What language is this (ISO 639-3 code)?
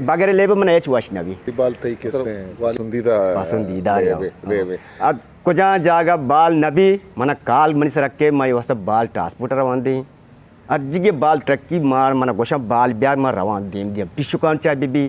bgp